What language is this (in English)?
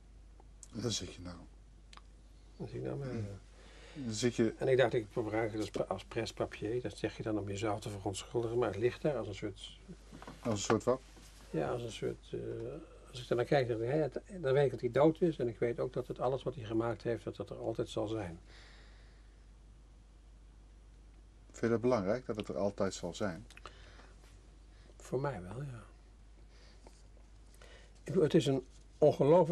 Dutch